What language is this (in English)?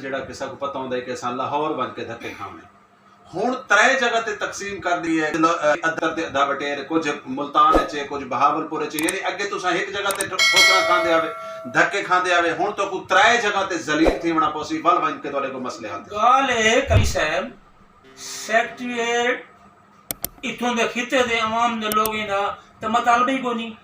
Saraiki